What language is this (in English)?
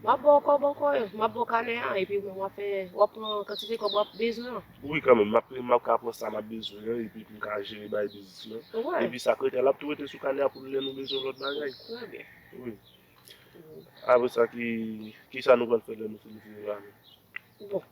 Haitian Creole